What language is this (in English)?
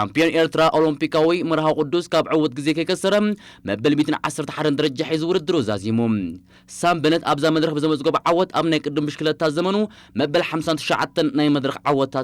Tigrinya